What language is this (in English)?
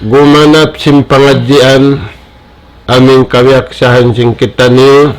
Tausug